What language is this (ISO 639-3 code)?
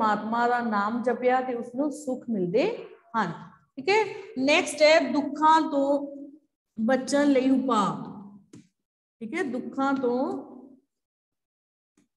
pan